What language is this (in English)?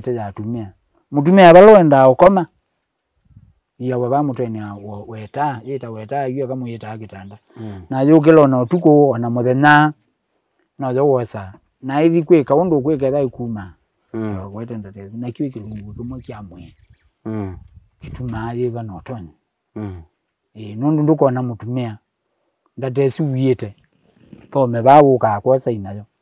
Kamba